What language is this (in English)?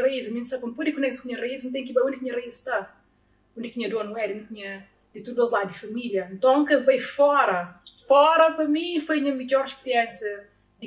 Kabuverdianu